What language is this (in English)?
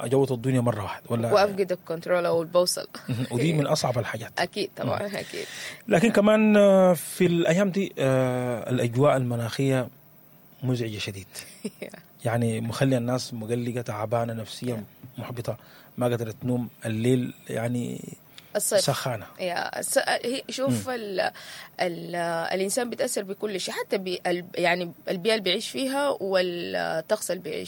Sudanese Arabic